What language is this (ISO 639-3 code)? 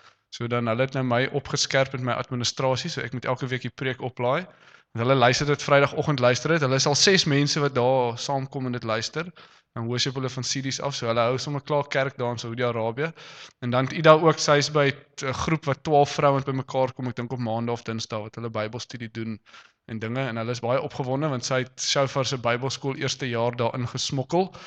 afr